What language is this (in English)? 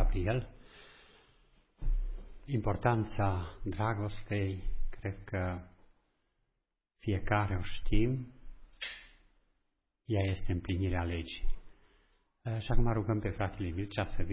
Romanian